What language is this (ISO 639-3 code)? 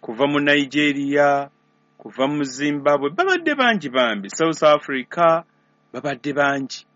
lug